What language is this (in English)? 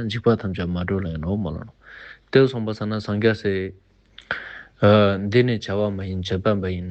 Ladakhi